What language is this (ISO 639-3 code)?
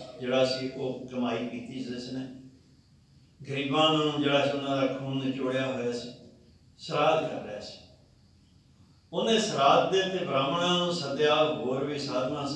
pan